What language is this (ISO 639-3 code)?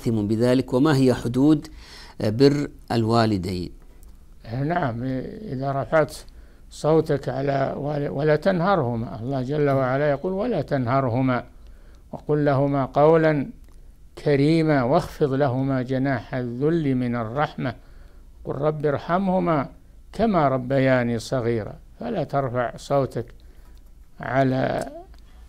ara